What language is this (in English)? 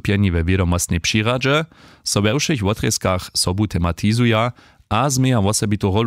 Upper Sorbian